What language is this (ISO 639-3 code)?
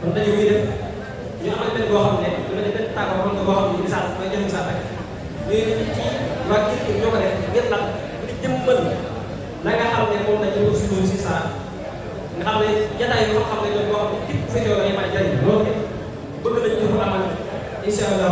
wol